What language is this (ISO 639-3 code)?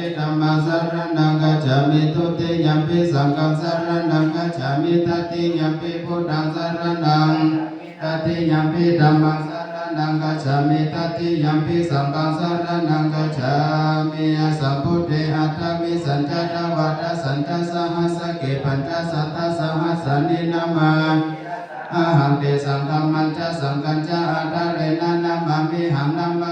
pli